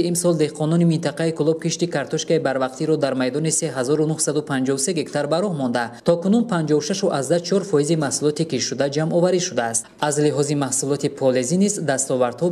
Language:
Tajik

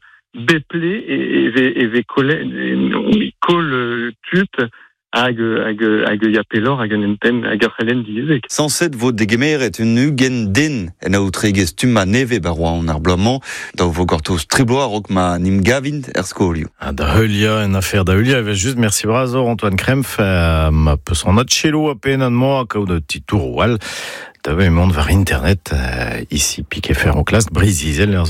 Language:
Breton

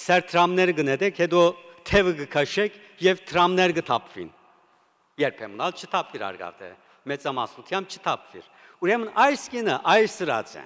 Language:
Western Armenian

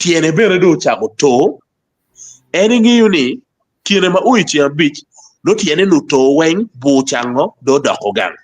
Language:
Acoli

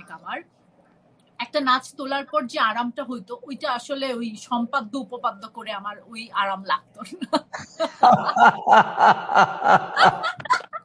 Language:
Bangla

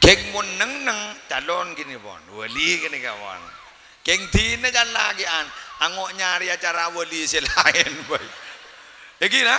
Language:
Madurese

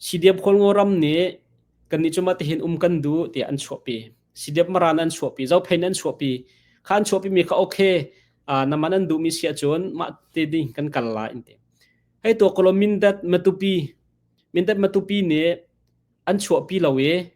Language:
Hakha Chin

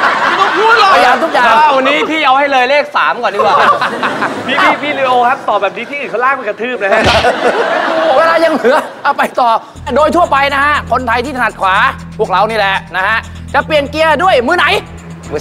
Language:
Thai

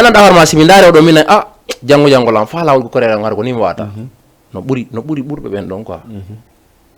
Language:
Fula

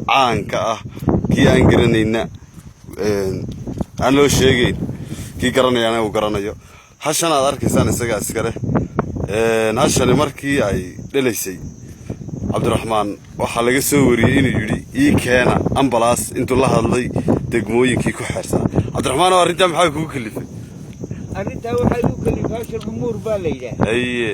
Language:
Somali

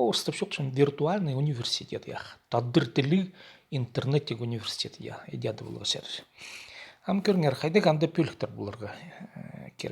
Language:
Khakas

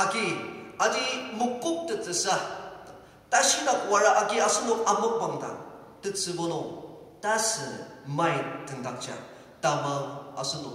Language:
Ao Naga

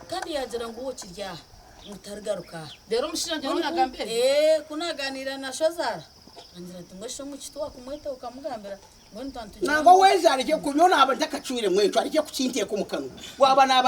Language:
Nyankole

